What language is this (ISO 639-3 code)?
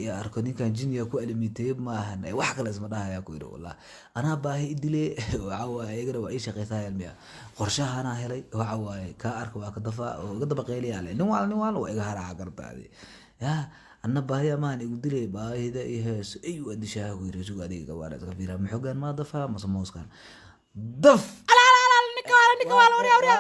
som